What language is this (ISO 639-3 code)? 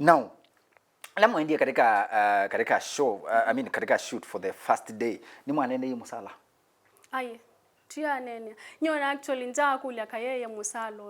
kam